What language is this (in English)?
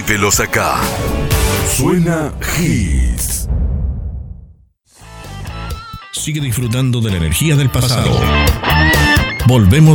Spanish